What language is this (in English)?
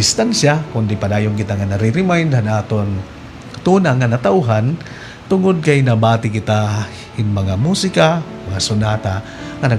Waray